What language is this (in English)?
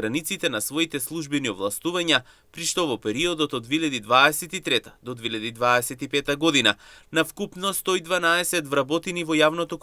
Macedonian